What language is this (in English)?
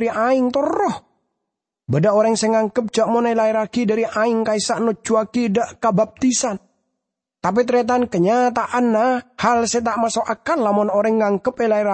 Madurese